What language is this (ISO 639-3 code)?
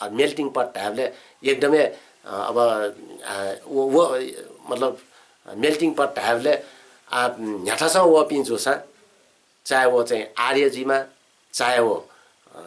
new